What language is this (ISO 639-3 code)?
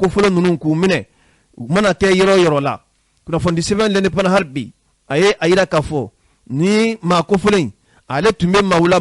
bam